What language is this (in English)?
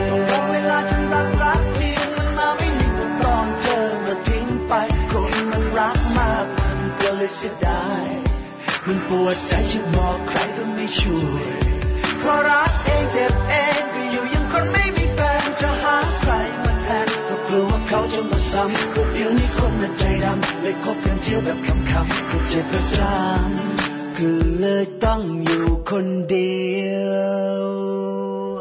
Thai